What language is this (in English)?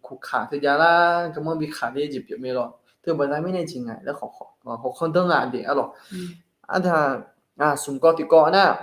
Akha